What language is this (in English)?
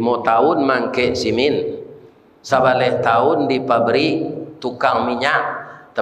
Minangkabau